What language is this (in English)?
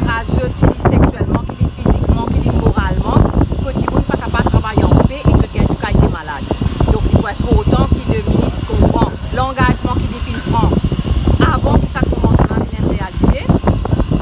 Morisyen